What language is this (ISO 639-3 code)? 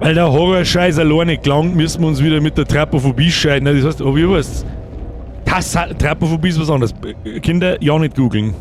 bar